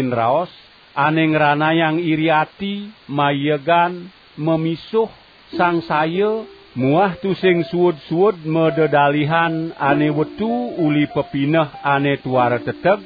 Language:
Balinese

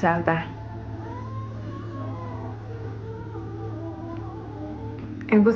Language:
Vietnamese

